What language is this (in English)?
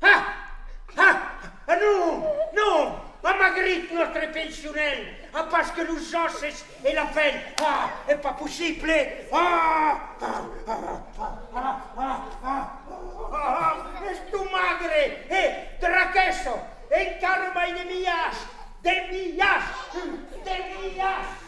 Occitan